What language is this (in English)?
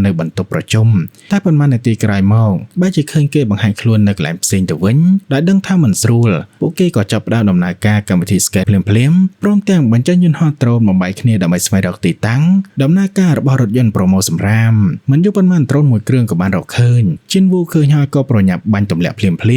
Khmer